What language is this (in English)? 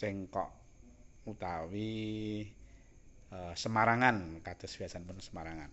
Javanese